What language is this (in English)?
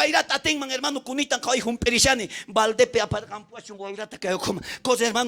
South Bolivian Quechua